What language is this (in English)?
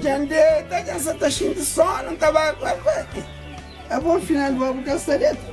Kabuverdianu